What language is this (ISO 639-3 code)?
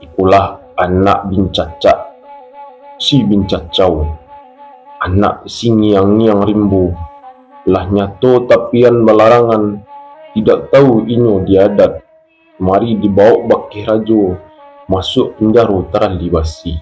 min